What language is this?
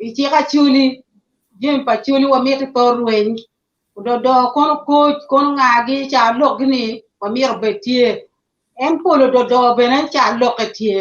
Acoli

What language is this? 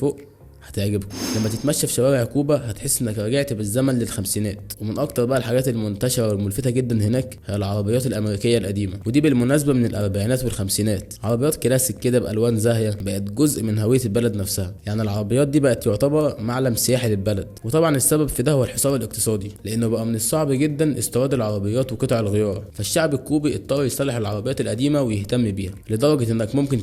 Egyptian Arabic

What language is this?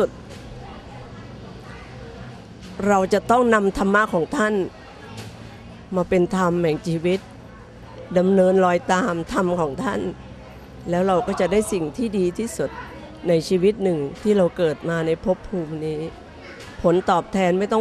Thai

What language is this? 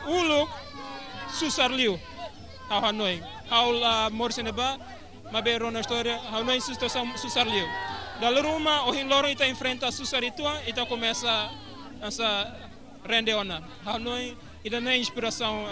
Tetum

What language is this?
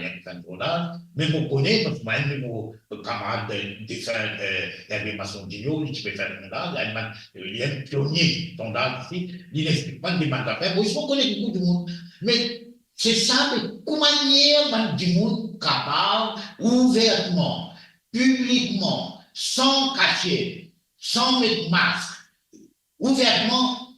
Morisyen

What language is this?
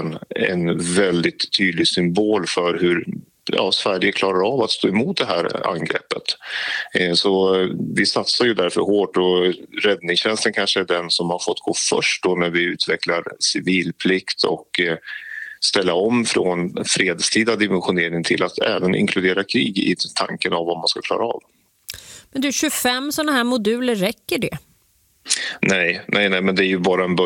Swedish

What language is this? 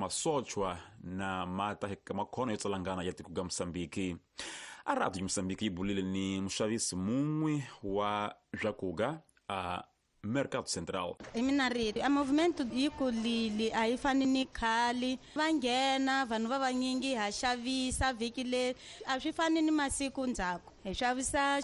Tsonga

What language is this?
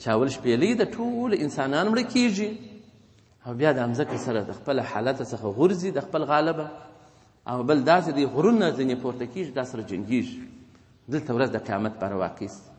Pashto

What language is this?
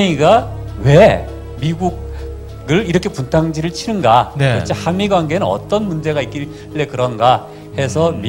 Korean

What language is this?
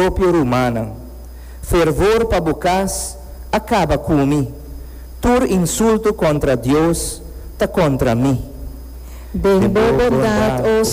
Papiamento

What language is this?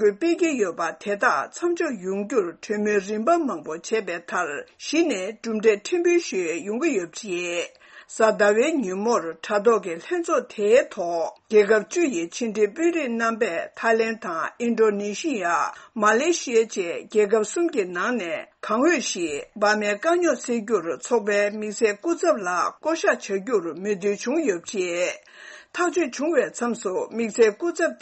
Tibetan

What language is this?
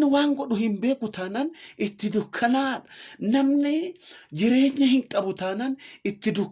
Oromo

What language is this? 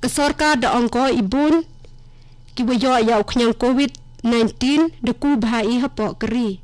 Khasi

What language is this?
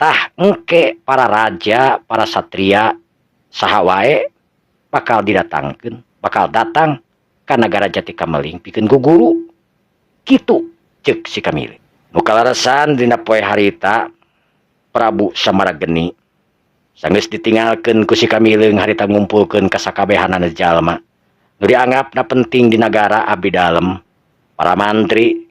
Sundanese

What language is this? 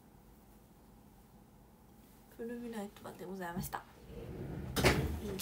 Japanese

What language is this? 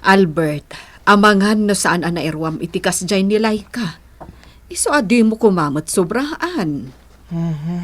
Iloko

